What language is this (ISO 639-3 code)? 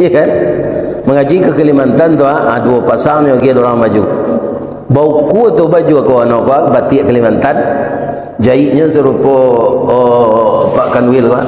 min